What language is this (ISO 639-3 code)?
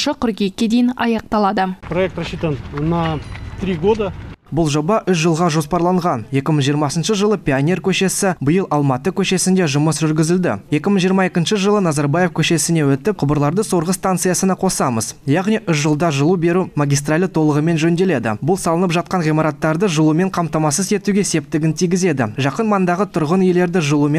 kaz